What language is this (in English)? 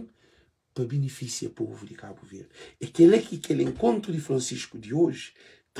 Kabuverdianu